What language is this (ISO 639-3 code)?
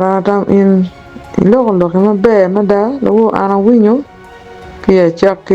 ach